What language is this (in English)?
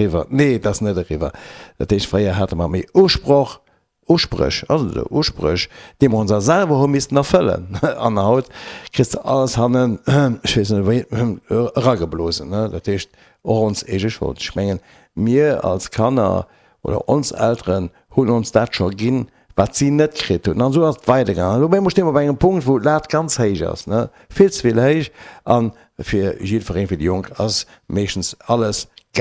Luxembourgish